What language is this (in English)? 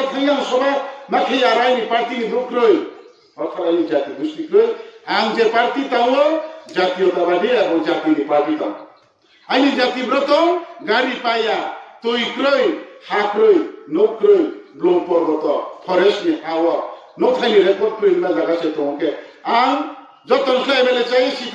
Riang (India)